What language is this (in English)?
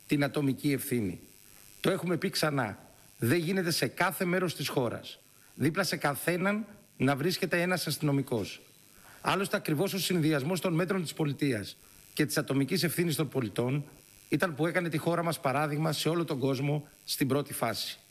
Greek